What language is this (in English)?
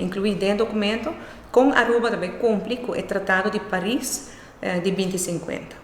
Papiamento